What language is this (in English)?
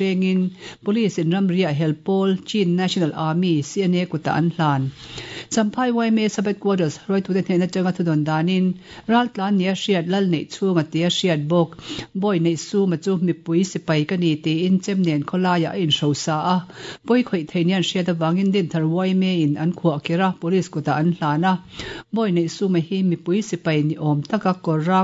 Mizo